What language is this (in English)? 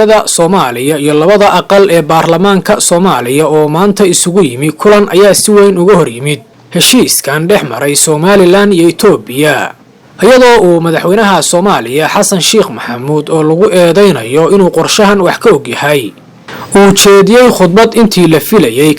Somali